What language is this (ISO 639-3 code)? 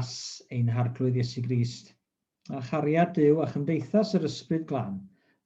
cym